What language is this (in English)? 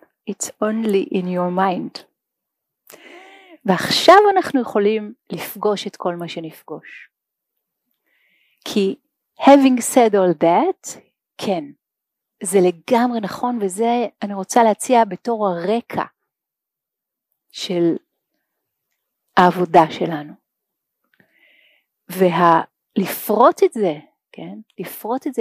Hebrew